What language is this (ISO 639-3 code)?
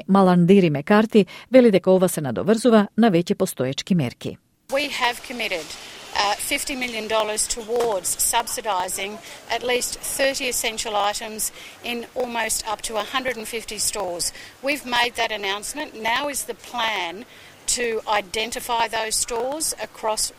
mkd